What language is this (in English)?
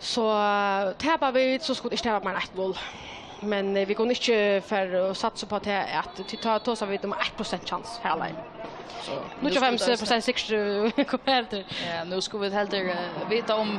Faroese